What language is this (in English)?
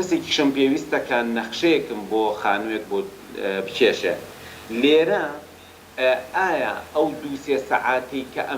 Central Kurdish